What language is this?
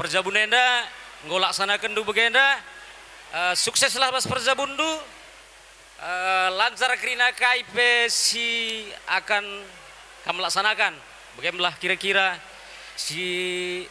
Batak Karo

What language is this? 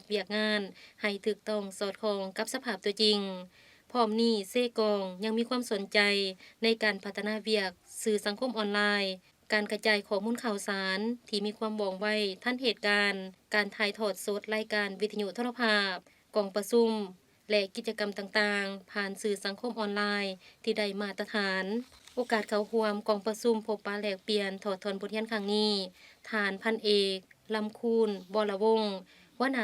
Lao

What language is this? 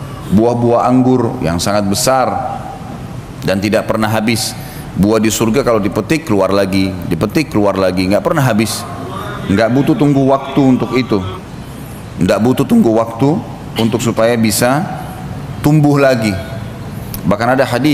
Indonesian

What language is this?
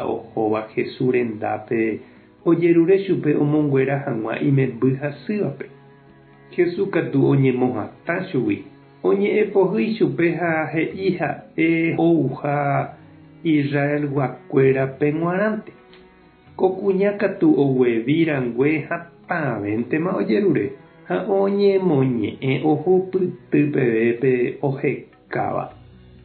Guarani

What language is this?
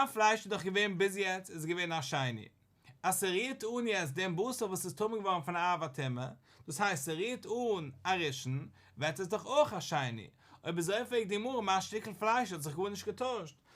Yiddish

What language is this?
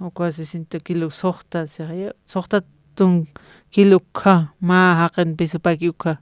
Aymara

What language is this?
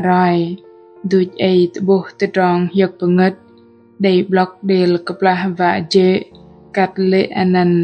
Bahnar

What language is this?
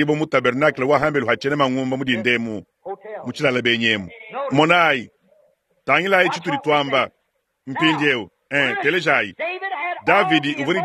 Luba-Lulua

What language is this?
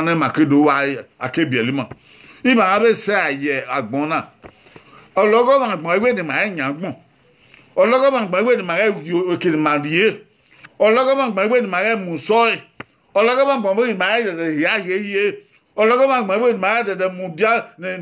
Bini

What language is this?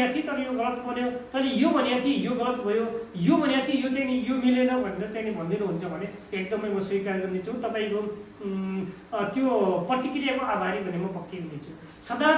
Nepali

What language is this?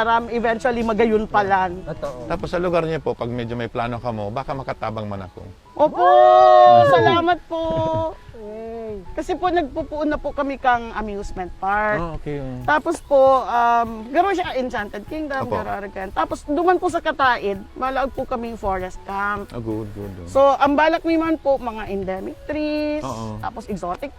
Bikol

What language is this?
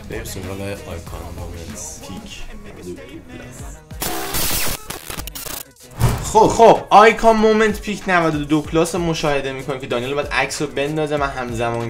Persian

